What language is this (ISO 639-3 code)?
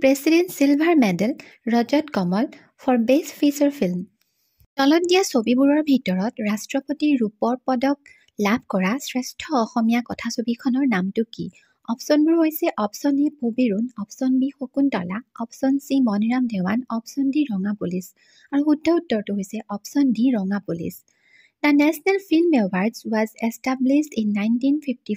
asm